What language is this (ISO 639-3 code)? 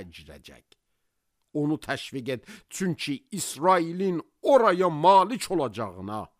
aze